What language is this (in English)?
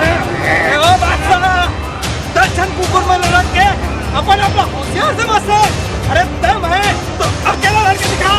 Chhattisgarhi